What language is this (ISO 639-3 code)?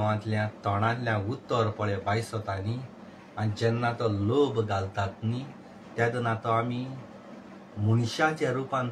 kok